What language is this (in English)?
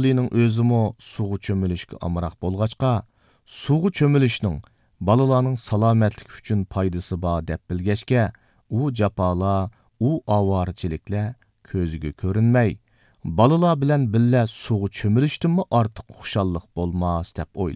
Uyghur